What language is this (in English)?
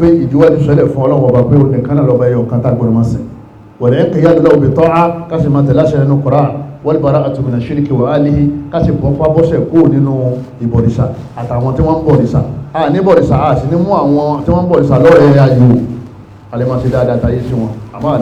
Yoruba